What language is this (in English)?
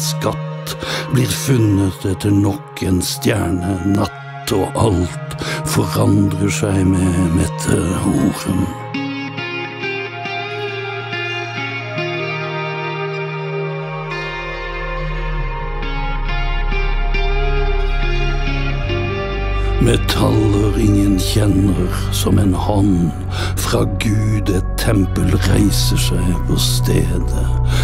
Norwegian